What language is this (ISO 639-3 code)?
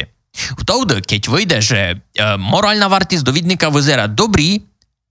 rue